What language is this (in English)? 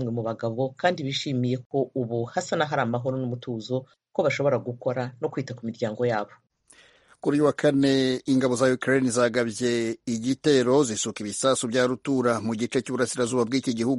Kinyarwanda